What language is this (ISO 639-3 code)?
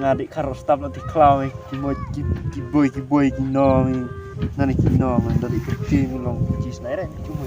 kha